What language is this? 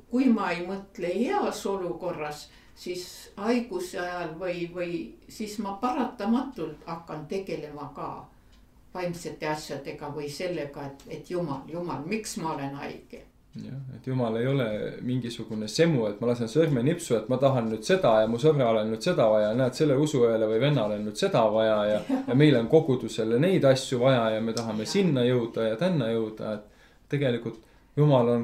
Estonian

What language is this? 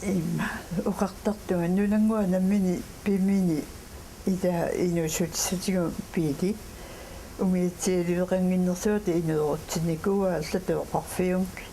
Kalaallisut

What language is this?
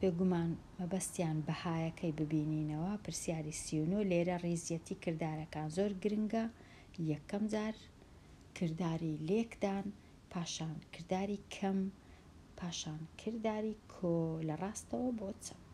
Central Kurdish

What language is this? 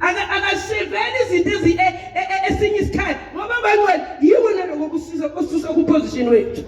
Zulu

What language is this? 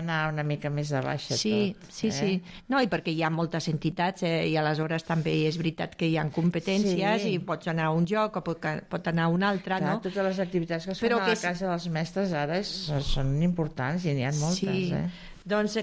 Catalan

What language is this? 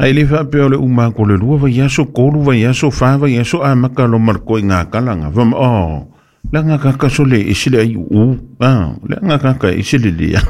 Samoan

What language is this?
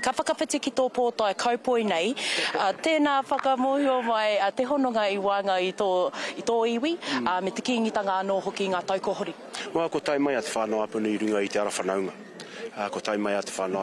Māori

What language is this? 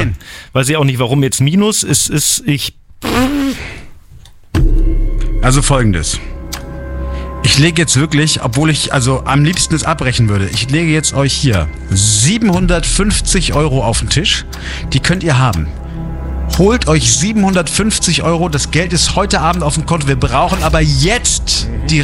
German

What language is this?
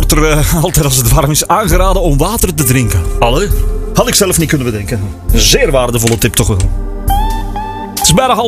Dutch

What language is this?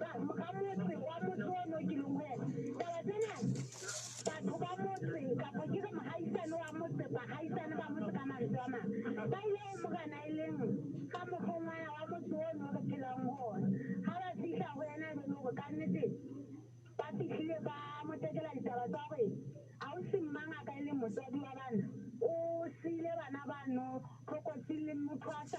Southern Sotho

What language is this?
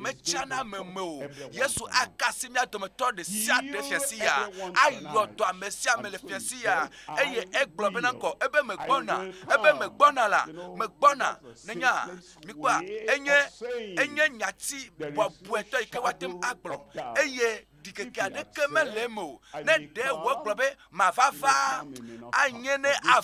Ewe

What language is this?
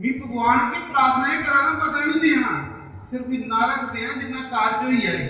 Dogri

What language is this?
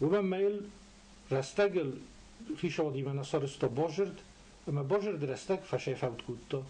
Ossetic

